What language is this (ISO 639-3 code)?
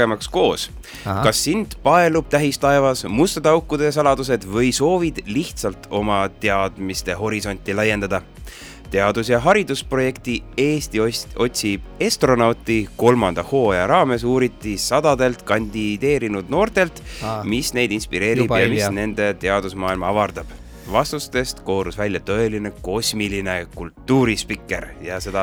est